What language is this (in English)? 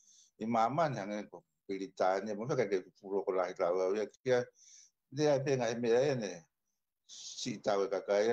Tongan